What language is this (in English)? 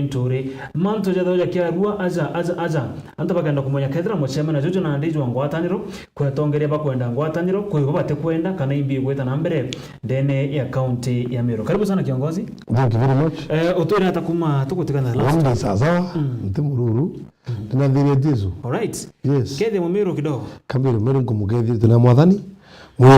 Meru